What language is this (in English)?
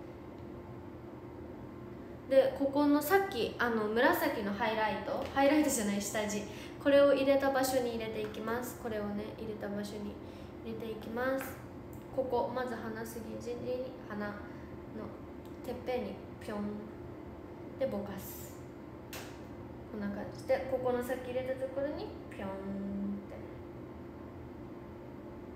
Japanese